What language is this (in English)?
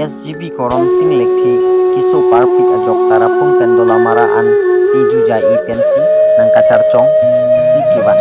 Karbi